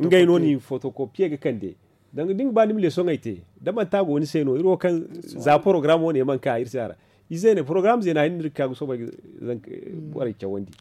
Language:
Zarma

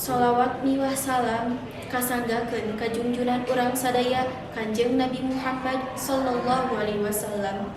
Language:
Sundanese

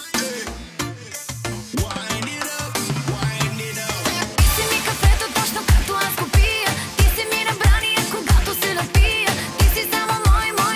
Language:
Bulgarian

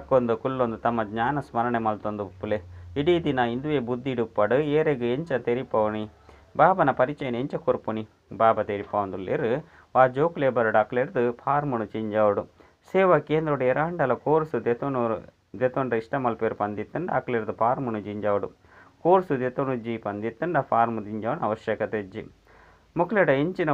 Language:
Tulu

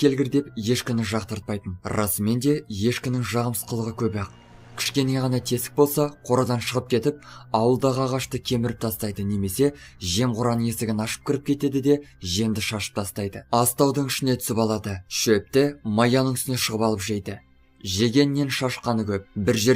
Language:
Kazakh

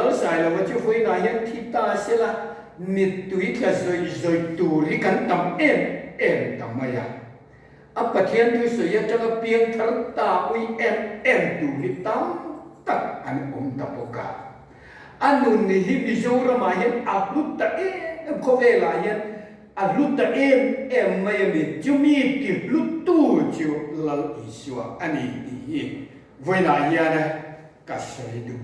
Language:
Mizo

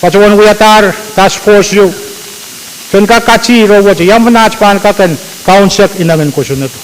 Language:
Pohnpeian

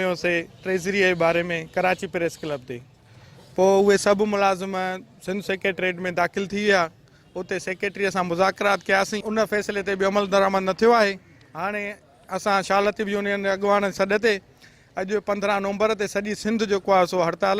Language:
Sindhi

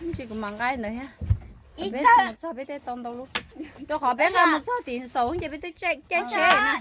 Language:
Hmong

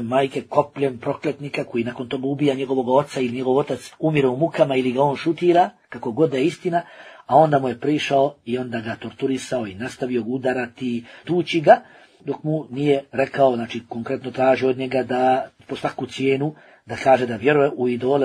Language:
Bosnian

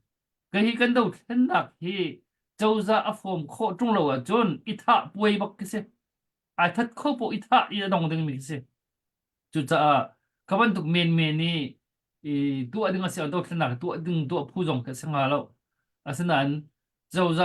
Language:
Hakha Chin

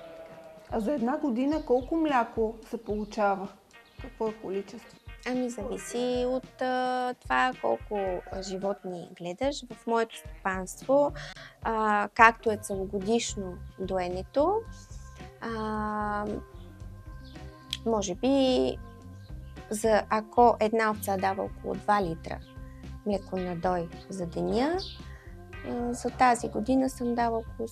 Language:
Bulgarian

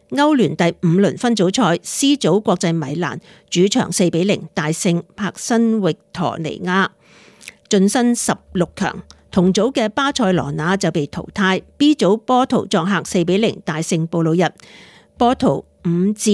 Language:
Cantonese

